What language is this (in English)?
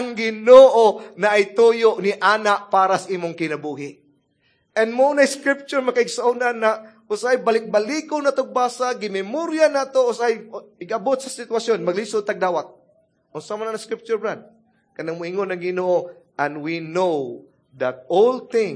Cebuano